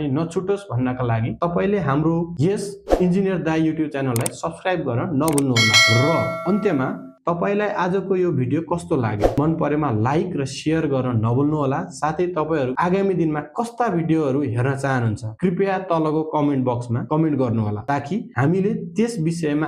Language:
Nepali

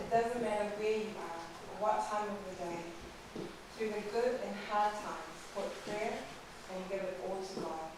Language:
Tongan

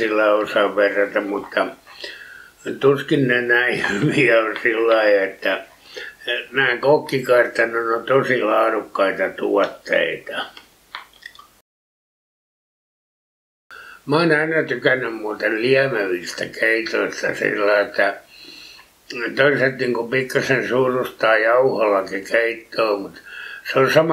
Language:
Finnish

